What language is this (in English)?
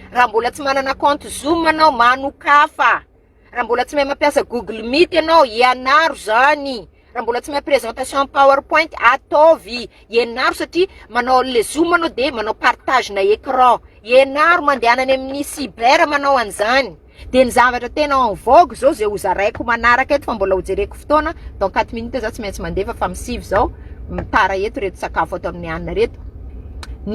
Malagasy